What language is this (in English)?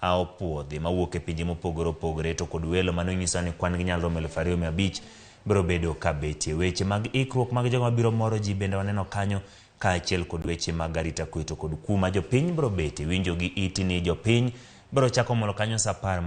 Luo (Kenya and Tanzania)